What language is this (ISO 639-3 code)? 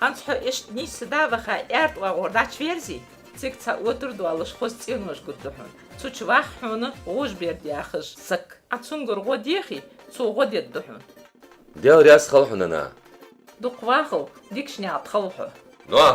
inh